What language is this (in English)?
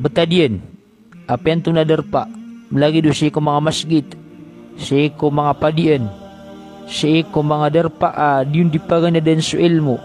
Maranao